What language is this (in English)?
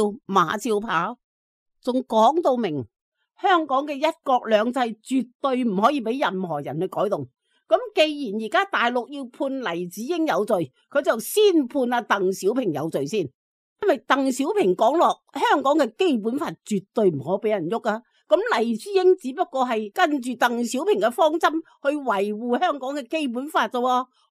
Cantonese